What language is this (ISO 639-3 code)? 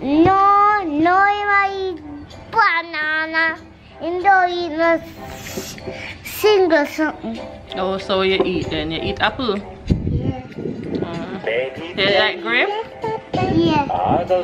jam